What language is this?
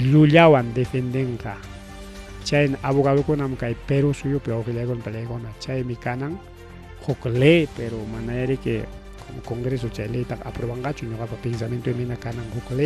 Ayacucho Quechua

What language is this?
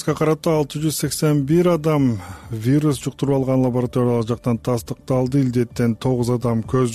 Kyrgyz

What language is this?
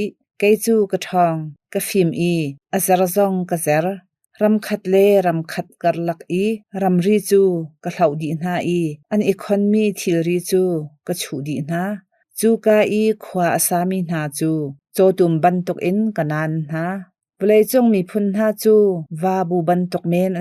Hakha Chin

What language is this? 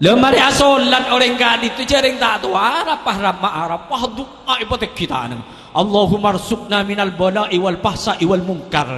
Madurese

